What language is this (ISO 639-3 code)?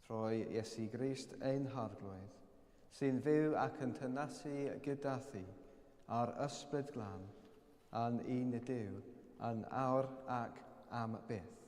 cym